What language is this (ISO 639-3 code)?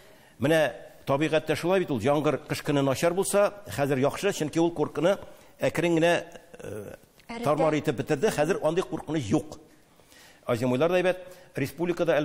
tat